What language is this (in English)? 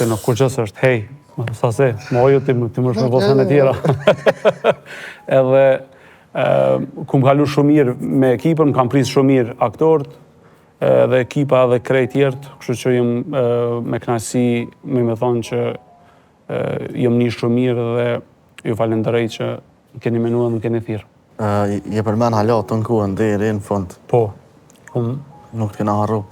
Albanian